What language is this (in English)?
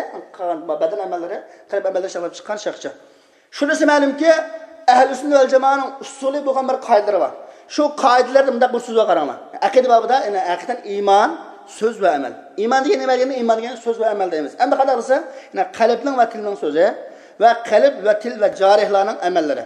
Uyghur